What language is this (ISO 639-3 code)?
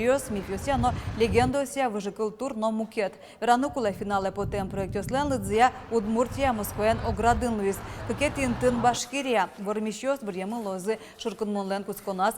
udm